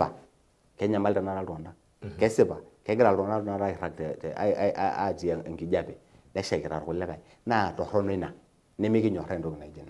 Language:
Masai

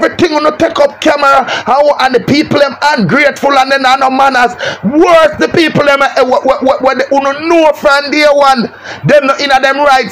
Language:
Jamaican Creole English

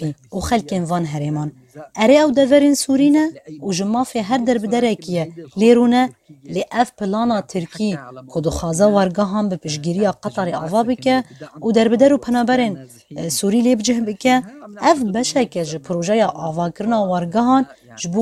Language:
Kurdish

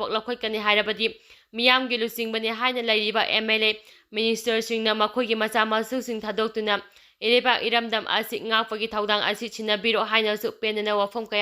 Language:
Manipuri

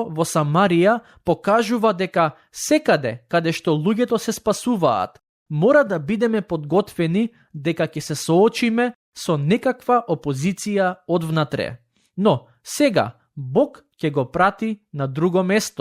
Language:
Macedonian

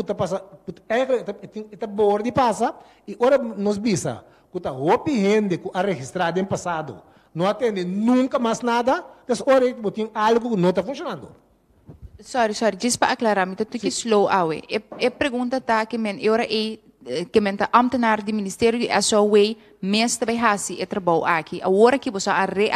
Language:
Papiamento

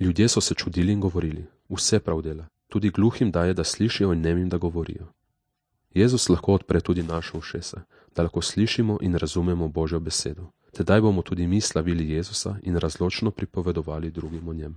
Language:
Slovenian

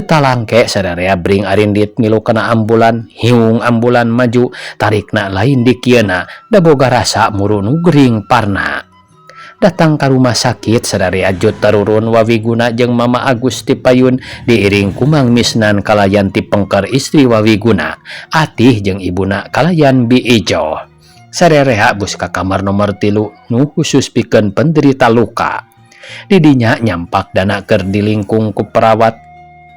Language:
Sundanese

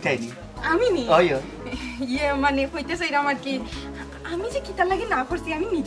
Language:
Sylheti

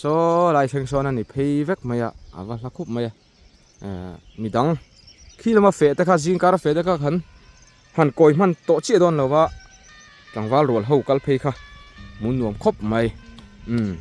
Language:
Mizo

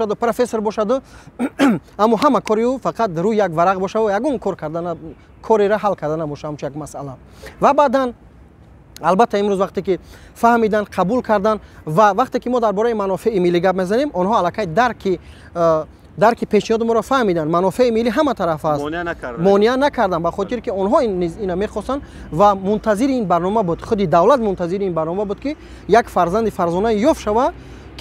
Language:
Tajik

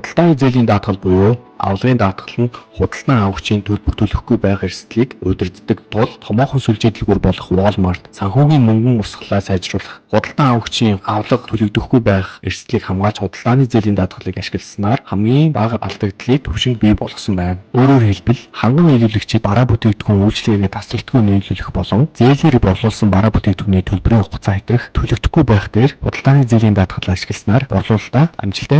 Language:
Mongolian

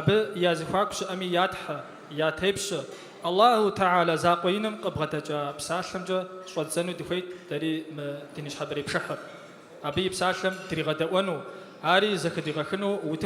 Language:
Kabardian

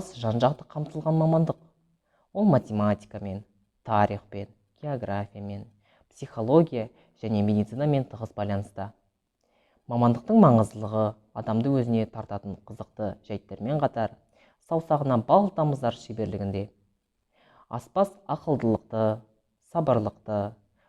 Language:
Kazakh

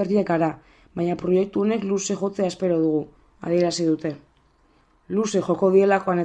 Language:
Basque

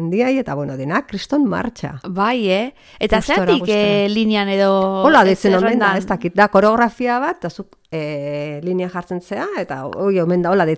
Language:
Basque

